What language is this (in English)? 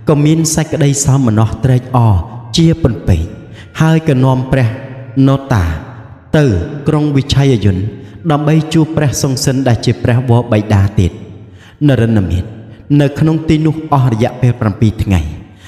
Khmer